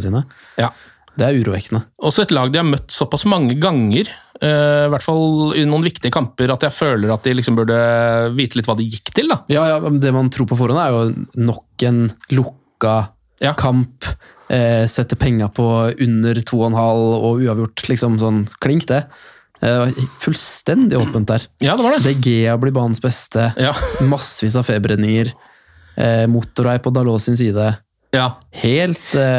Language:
Norwegian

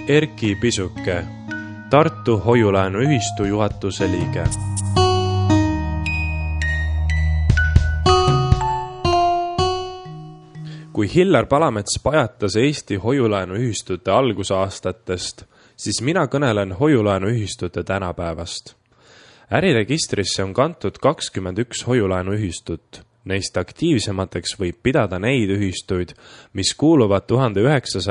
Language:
Estonian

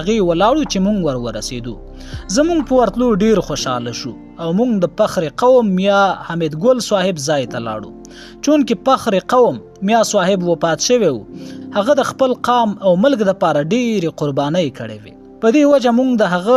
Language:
Pashto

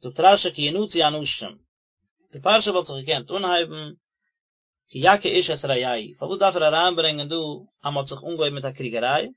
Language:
Yiddish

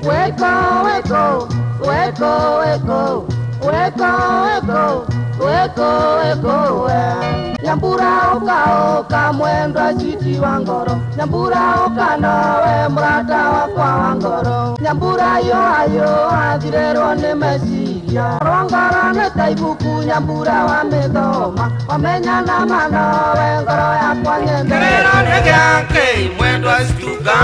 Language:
Kikuyu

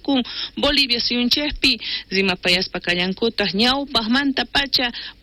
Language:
South Bolivian Quechua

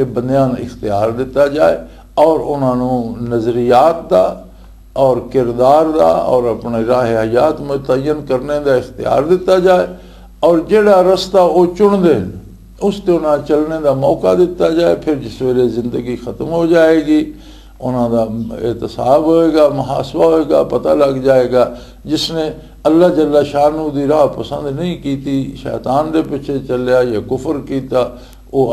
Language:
Western Panjabi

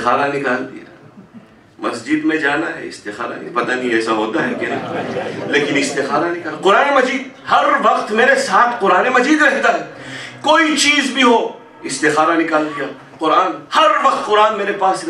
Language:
Urdu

